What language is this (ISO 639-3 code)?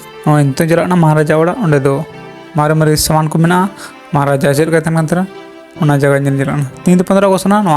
sat